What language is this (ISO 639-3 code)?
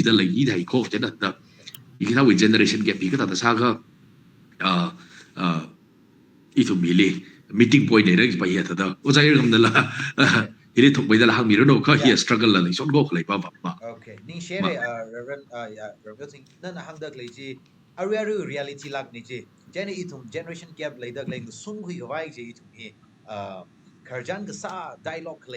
nmf